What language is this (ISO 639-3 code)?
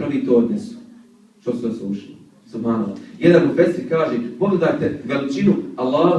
bos